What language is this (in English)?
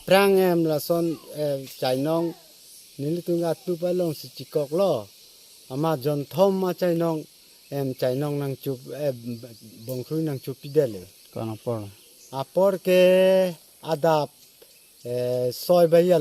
Karbi